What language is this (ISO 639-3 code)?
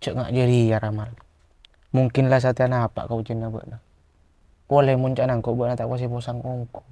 mad